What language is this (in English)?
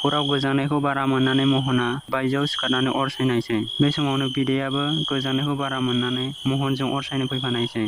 Bodo